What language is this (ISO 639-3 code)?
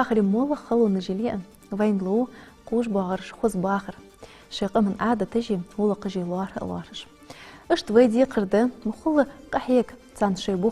inh